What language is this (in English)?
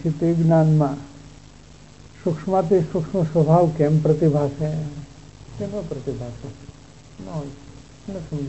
Gujarati